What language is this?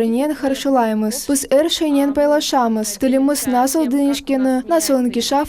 Crimean Tatar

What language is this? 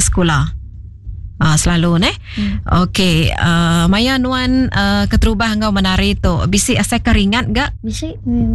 Iban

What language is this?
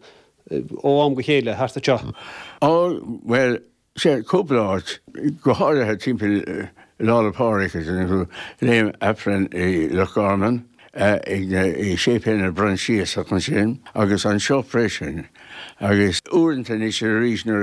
Irish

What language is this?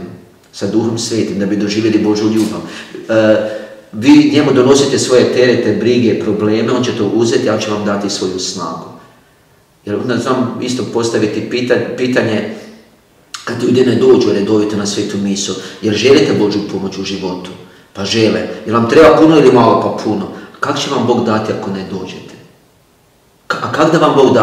Croatian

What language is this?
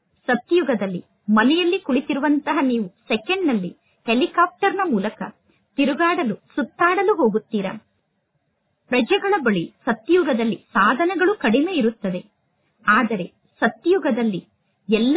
Kannada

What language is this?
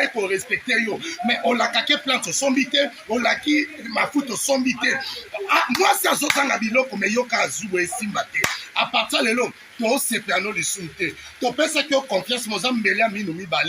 Lingala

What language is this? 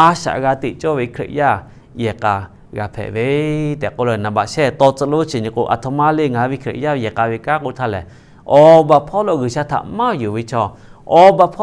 Lahu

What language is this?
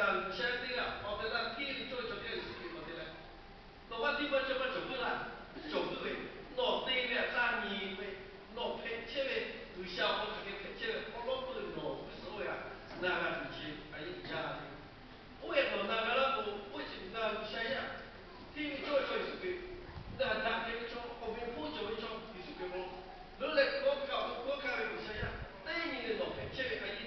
Lahu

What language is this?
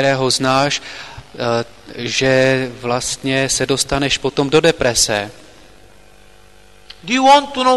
Czech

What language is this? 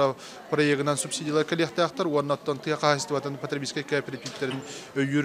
Yakut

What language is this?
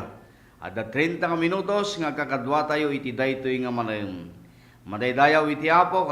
Iloko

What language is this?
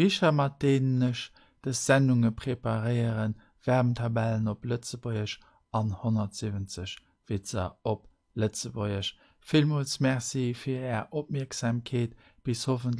Luxembourgish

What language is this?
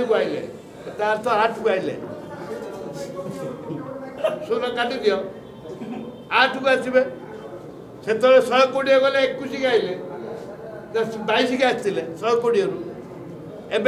Odia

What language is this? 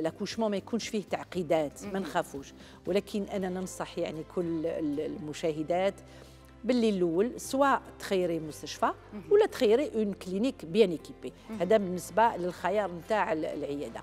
Algerian Arabic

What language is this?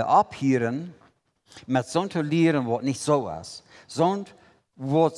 Plautdietsch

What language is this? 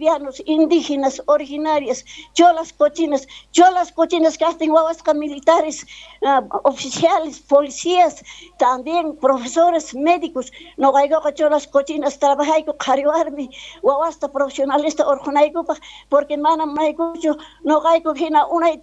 Quechua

